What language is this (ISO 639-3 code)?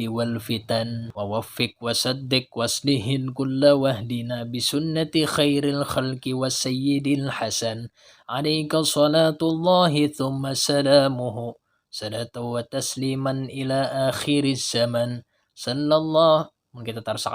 bjn